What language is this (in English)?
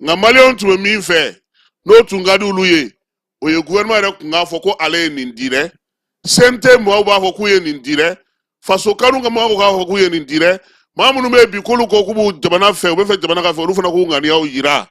Bambara